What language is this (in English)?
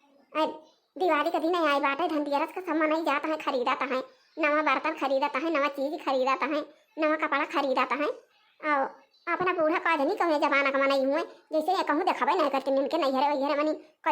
Awadhi